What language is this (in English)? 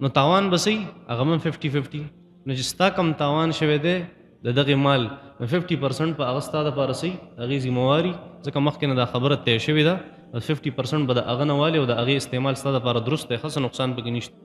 Pashto